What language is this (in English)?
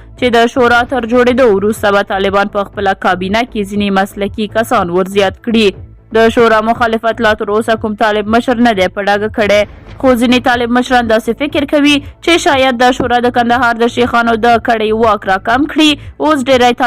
Pashto